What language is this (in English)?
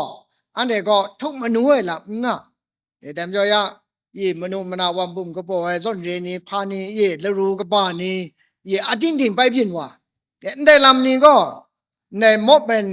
Kachin